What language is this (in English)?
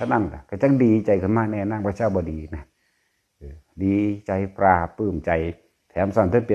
Northeastern Thai